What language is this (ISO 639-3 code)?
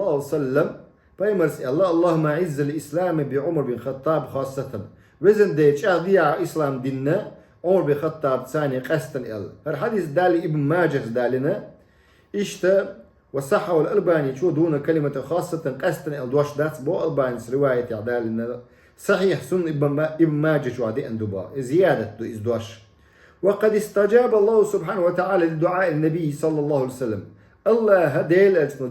che